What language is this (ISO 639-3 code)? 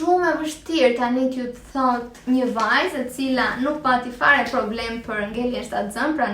sqi